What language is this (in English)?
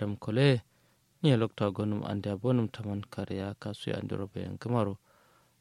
Kanuri